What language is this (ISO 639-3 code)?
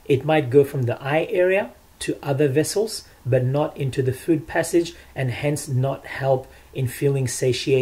eng